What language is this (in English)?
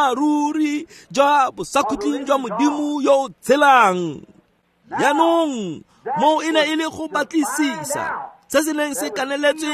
Tswana